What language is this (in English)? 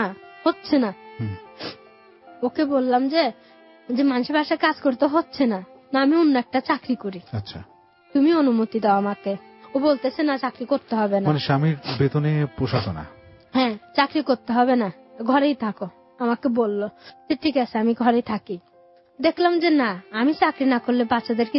Bangla